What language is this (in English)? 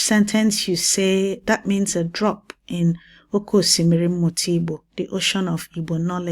Igbo